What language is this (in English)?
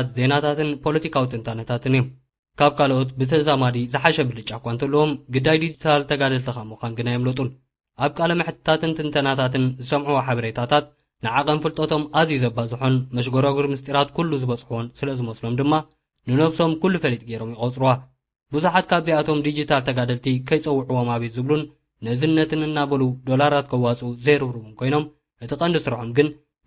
Tigrinya